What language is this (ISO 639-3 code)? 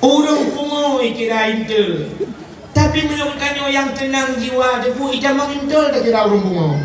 ace